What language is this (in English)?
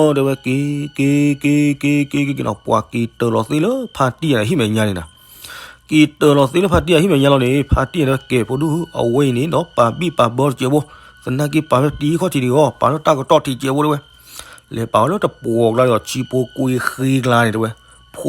S'gaw Karen